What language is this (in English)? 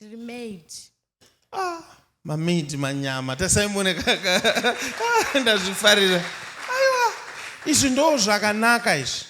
Shona